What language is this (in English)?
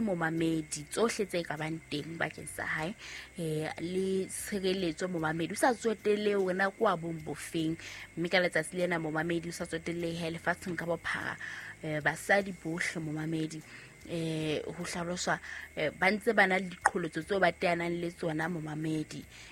Southern Sotho